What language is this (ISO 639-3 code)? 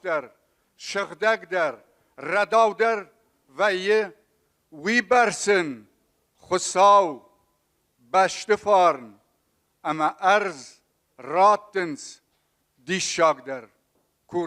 oss